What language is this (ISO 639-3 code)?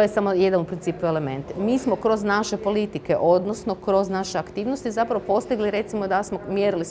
hrv